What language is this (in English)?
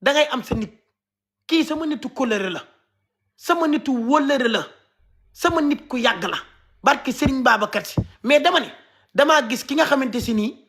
Wolof